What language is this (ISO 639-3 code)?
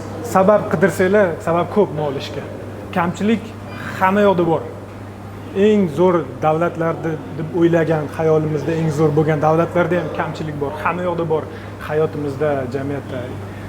uzb